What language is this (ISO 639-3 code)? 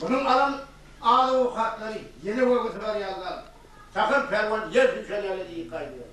tuk